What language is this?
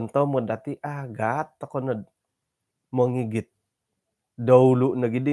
Central Dusun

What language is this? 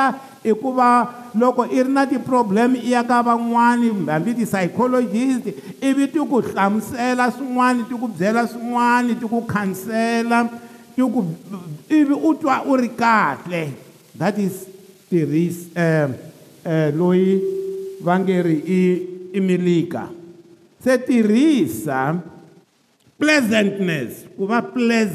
Tsonga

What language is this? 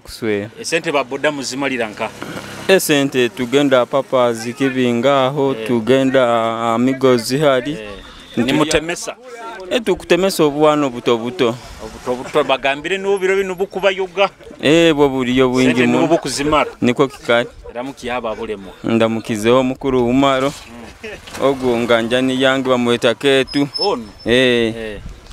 Nyoro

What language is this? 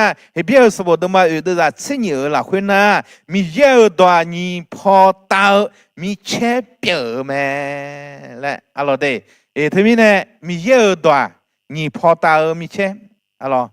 Akha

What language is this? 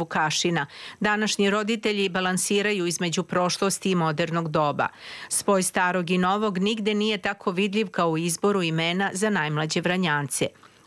Serbian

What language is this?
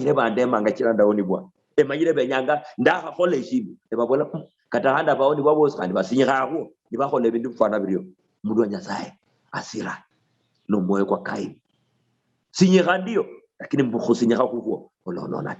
Luyia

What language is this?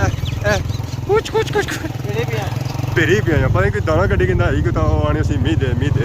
Pahari-Potwari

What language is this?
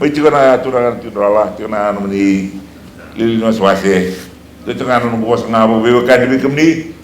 Fijian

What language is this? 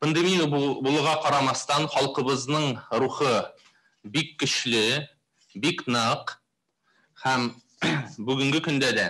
Tatar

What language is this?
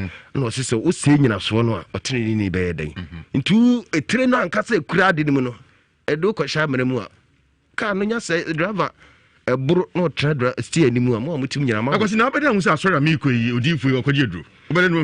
Akan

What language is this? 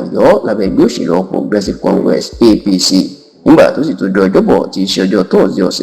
Yoruba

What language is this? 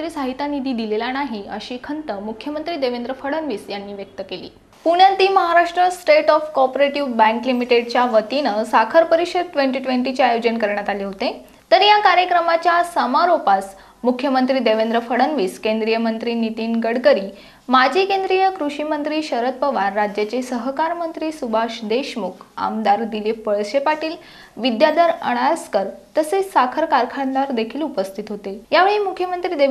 Marathi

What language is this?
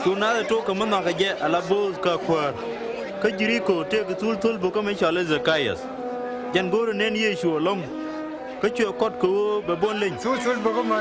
Nuer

